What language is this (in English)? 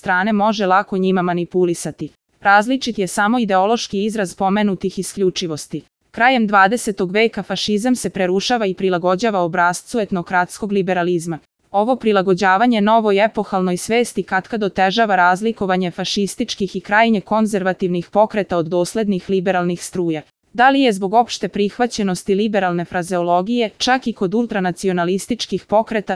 Serbian